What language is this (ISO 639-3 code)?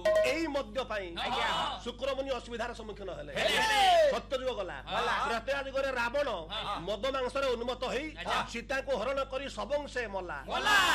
ori